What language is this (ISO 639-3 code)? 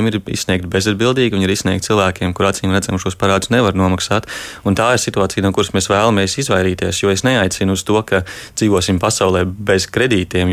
lav